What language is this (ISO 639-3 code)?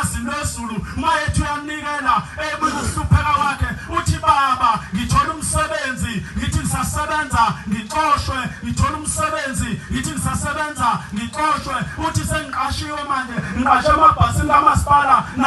zul